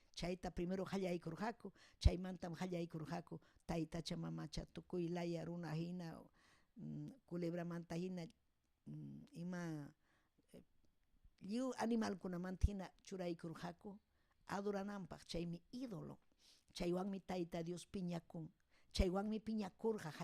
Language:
Ayacucho Quechua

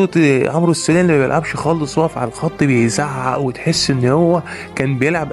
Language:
Egyptian Arabic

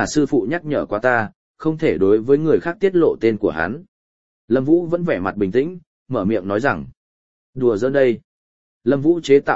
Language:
Vietnamese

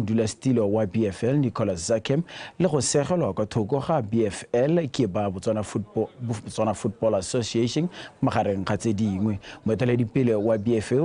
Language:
Tswana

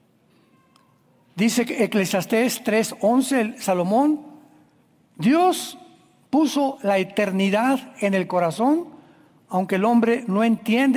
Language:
Spanish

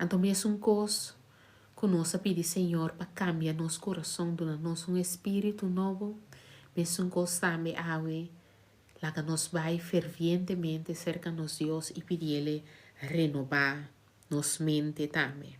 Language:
Papiamento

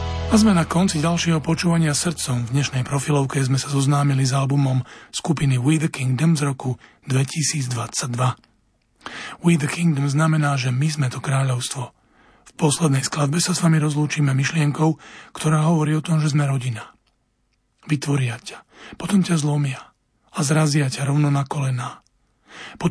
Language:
Slovak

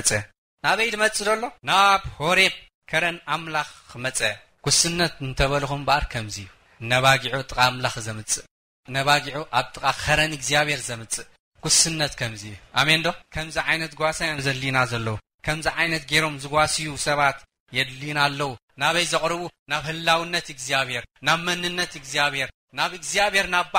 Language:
Tigrinya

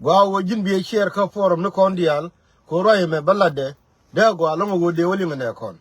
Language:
Nuer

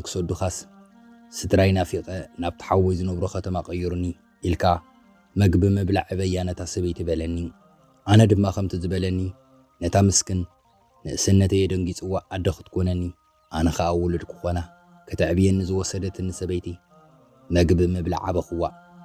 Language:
Tigrinya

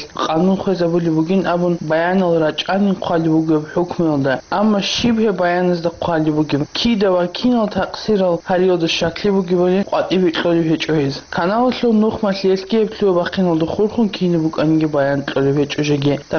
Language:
Avaric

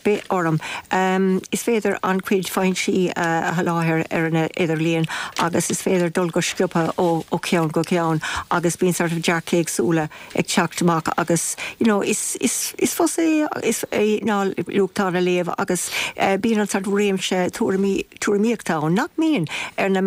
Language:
Irish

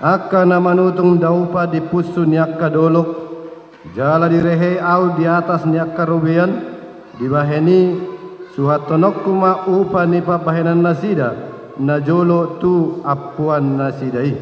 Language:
Batak Toba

